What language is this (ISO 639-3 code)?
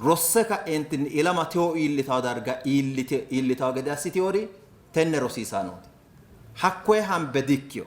sid